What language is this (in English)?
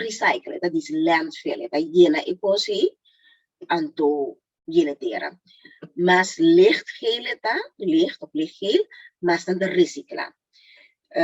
Papiamento